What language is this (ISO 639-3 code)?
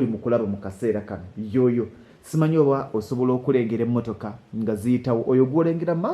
lug